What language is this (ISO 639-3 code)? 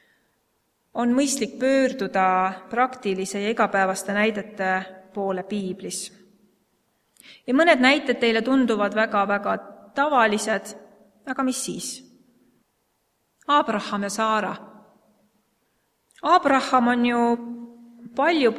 est